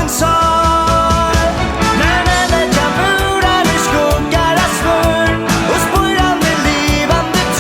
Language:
Faroese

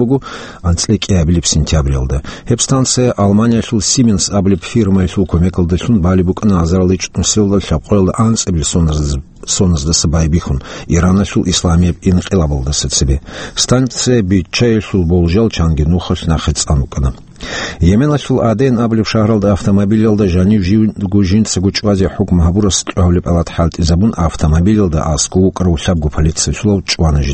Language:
Avaric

